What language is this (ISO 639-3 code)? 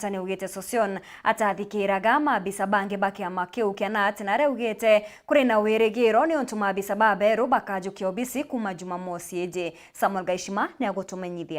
mer